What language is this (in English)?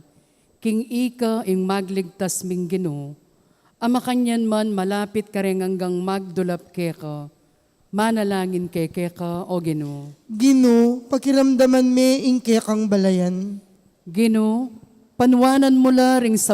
Pampanga